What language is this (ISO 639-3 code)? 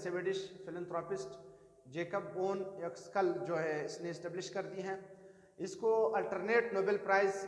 hin